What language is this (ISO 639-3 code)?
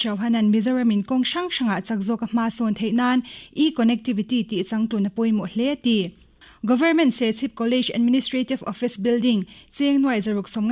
lus